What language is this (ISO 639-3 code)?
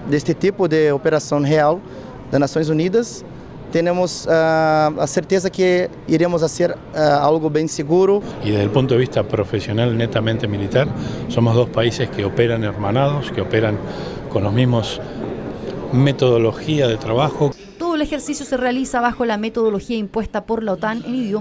spa